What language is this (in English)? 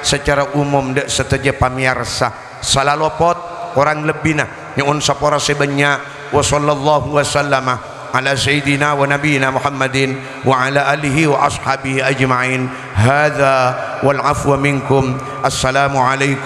Madurese